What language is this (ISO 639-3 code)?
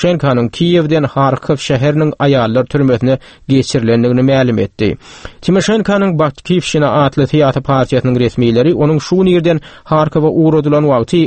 tuk